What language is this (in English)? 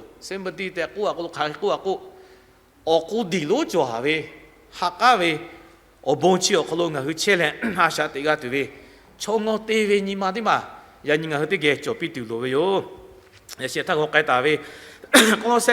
Lahu